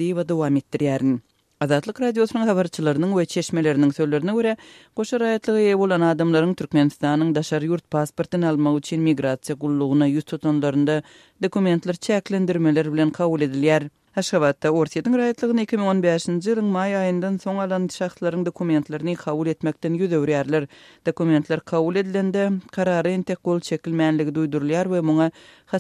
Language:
Turkmen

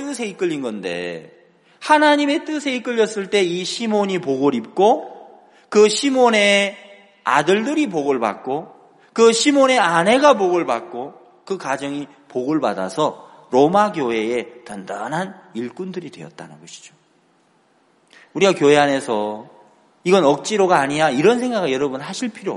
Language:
Korean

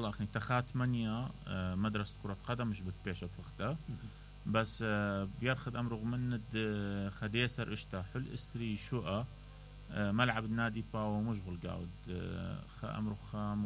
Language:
Mesopotamian Arabic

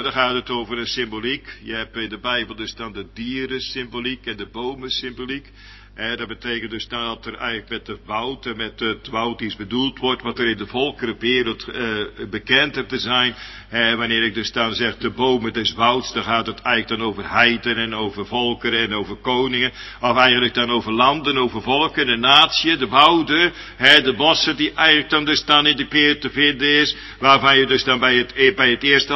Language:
Dutch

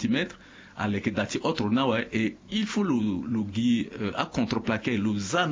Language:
Sango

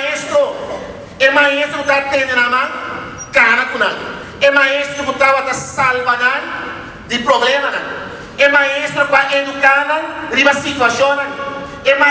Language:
Papiamento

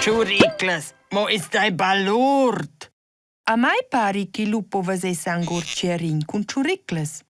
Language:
Romansh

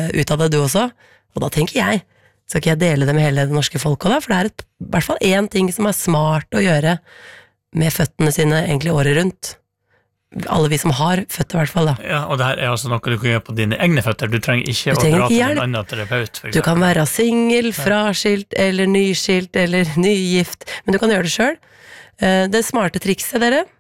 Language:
Norwegian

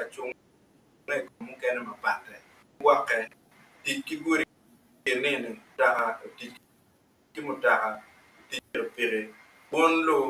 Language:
Acoli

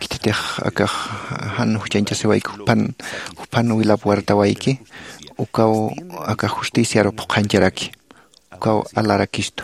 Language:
Aymara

